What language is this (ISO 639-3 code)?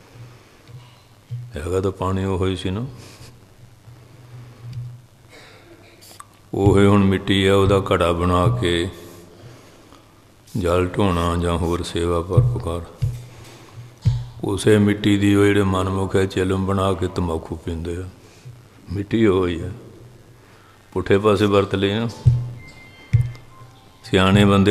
pan